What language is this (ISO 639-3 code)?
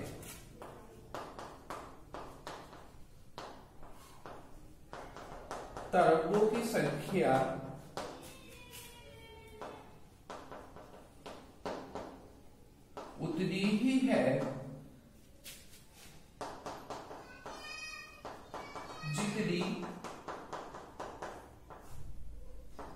hin